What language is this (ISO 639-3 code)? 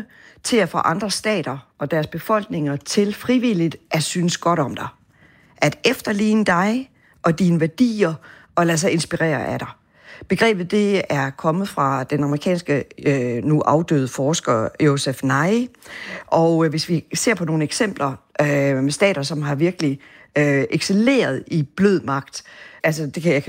dan